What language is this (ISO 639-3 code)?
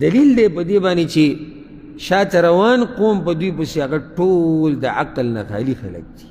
pus